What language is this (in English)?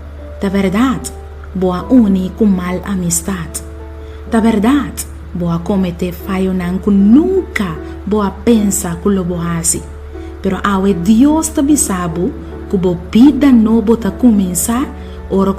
Papiamento